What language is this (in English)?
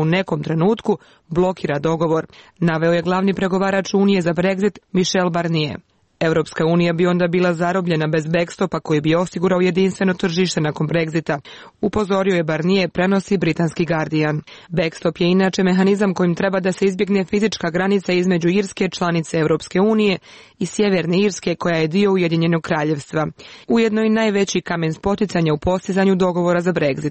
Serbian